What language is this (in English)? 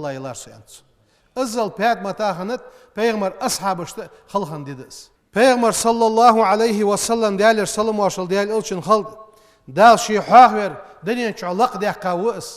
Ingush